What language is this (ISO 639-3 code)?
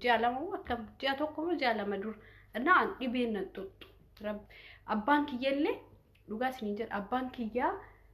orm